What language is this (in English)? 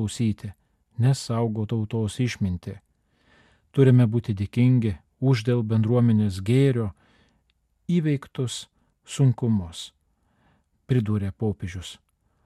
Lithuanian